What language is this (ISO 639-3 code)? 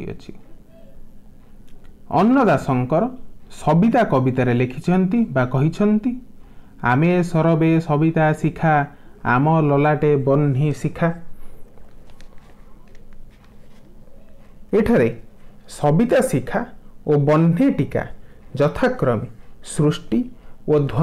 ori